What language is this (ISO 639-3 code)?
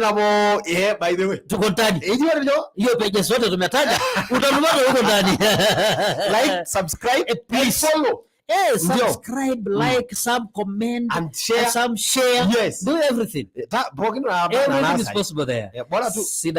mas